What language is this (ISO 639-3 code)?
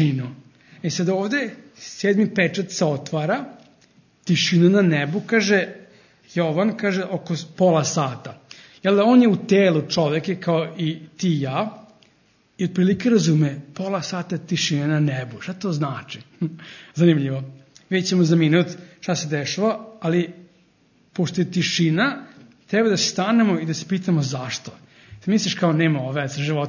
srp